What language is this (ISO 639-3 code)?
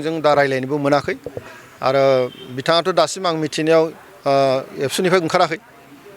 brx